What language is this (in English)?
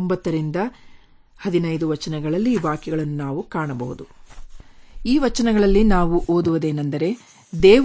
Kannada